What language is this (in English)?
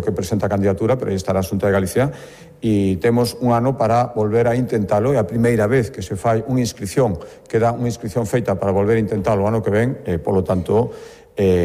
Galician